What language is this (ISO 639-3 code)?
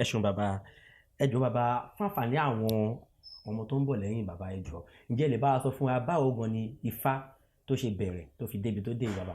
yor